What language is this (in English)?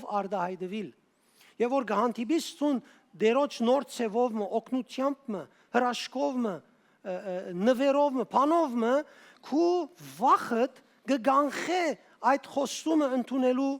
Western Armenian